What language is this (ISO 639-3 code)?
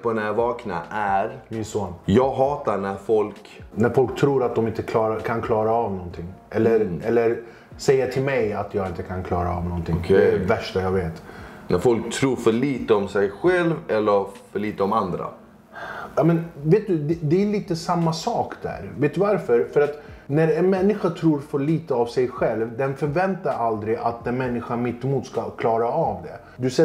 swe